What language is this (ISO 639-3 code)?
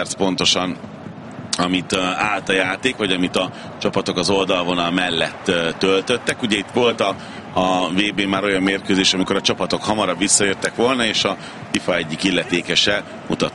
hun